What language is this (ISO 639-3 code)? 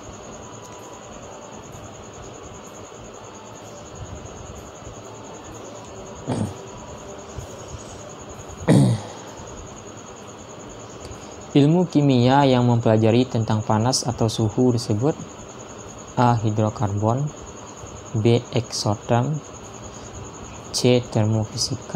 ind